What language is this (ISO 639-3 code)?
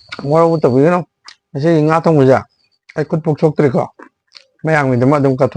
mni